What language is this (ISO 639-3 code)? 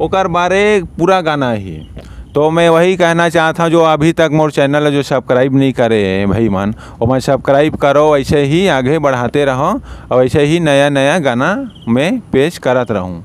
hne